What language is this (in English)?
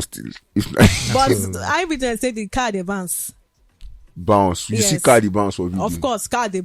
Nigerian Pidgin